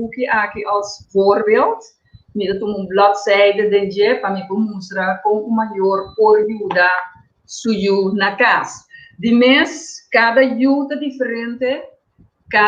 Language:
Papiamento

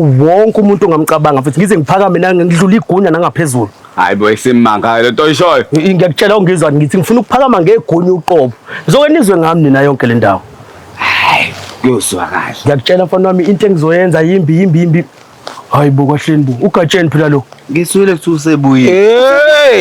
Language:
Zulu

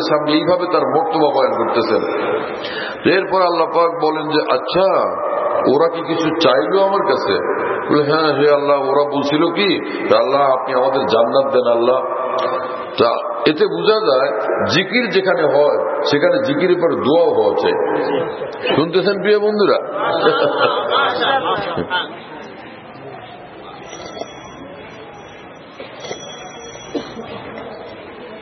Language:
Bangla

